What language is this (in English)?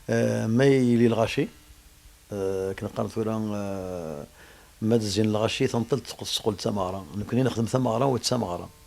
Kabyle